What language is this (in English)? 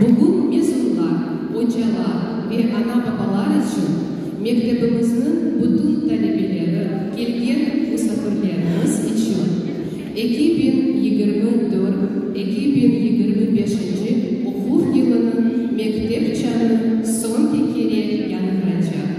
Crimean Tatar